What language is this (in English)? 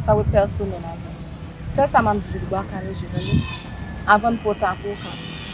Haitian Creole